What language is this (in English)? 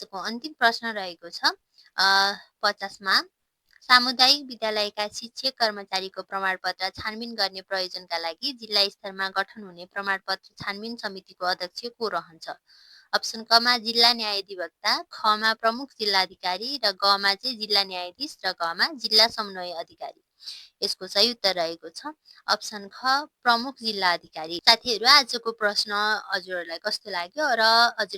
Nepali